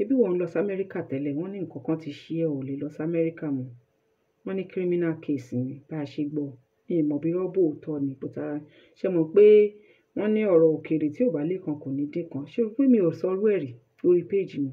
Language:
Yoruba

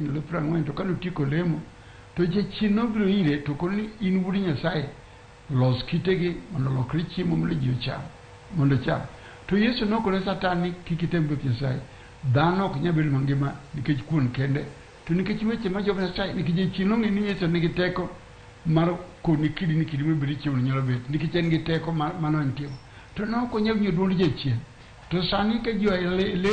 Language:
Luo (Kenya and Tanzania)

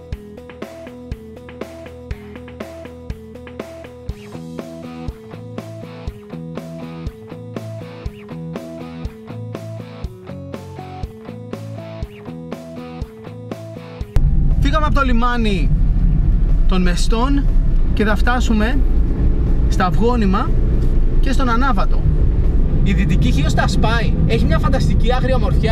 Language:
Greek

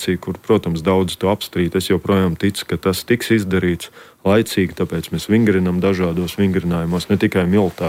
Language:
Latvian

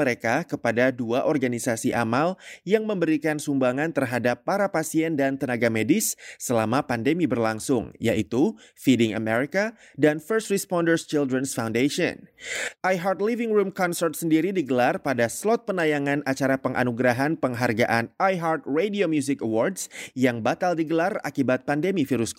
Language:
Indonesian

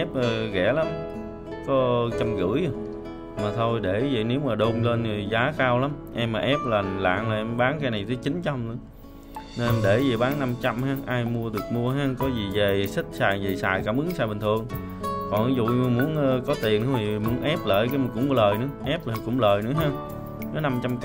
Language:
Vietnamese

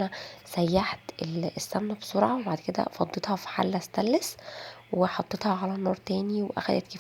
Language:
Egyptian Arabic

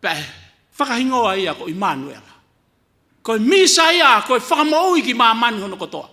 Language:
Tongan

